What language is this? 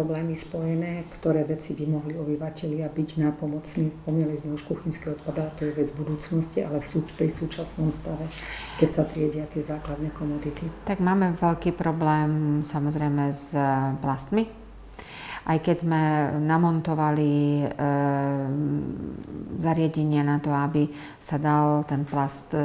Slovak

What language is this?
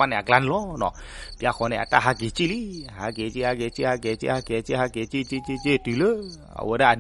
S'gaw Karen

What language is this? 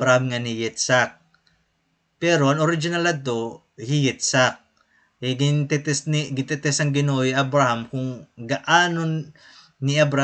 Waray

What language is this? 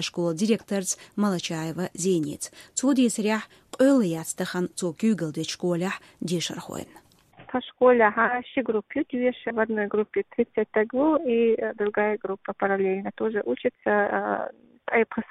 Chechen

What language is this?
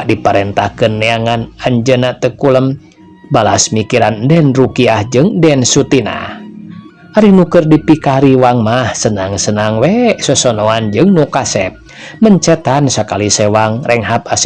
Sundanese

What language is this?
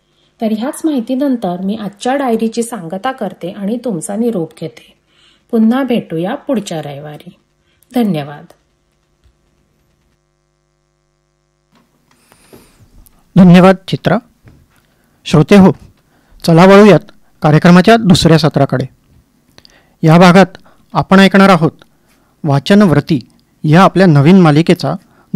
Marathi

